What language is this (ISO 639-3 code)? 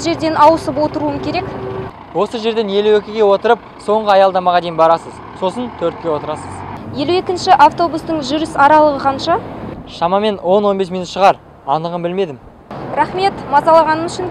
kaz